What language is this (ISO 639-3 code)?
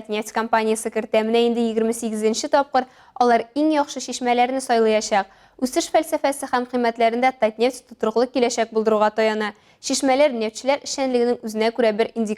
tat